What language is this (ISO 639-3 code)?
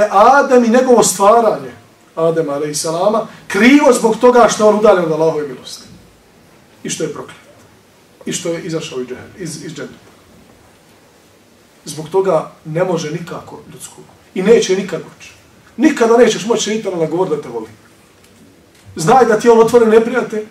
bos